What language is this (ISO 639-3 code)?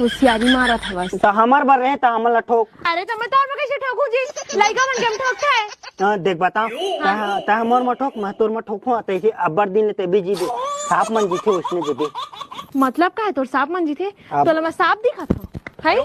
hne